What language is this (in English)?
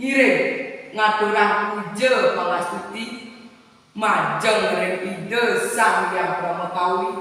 Balinese